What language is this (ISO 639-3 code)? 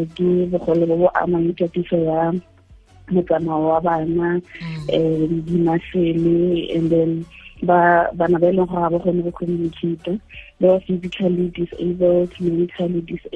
tsn